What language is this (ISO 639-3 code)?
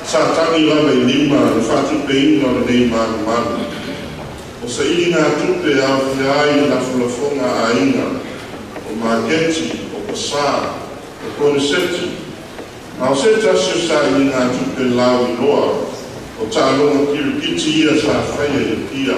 smo